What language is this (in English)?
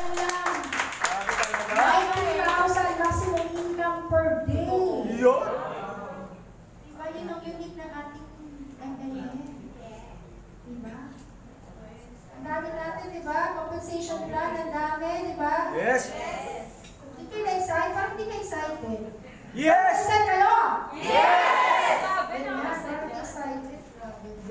Filipino